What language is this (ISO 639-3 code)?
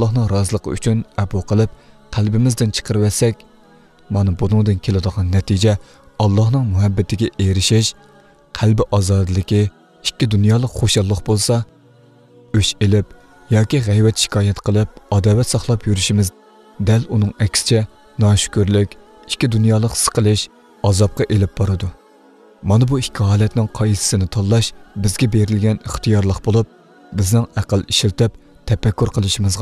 uig